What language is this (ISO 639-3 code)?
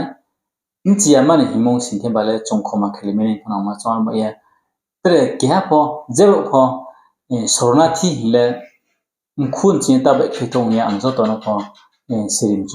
ria